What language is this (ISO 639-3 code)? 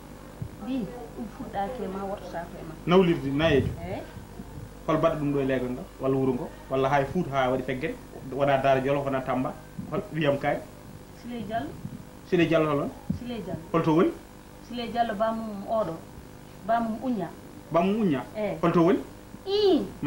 ful